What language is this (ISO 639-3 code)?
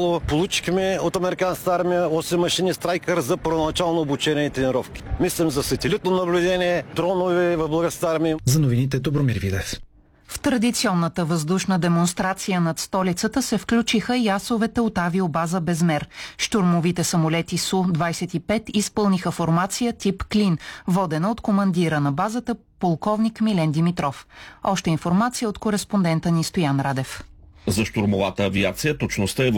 bul